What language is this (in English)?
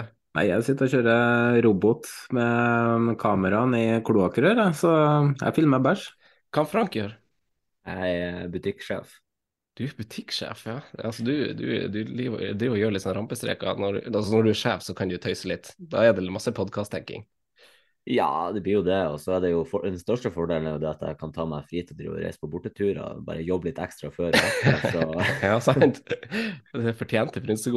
Norwegian